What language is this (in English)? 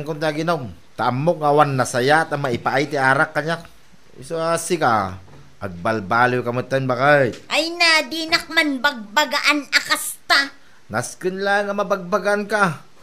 Iloko